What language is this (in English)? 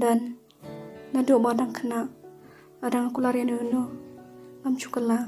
Khasi